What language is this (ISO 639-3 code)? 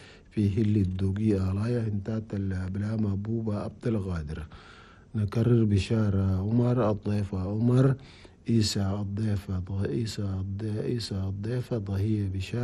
shu